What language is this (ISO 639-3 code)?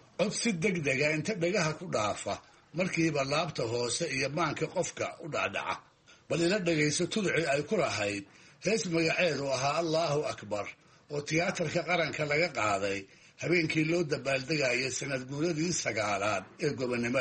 som